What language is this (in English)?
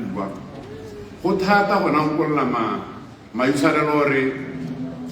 Tswana